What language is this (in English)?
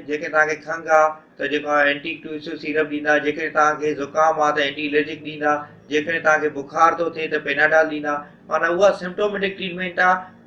Sindhi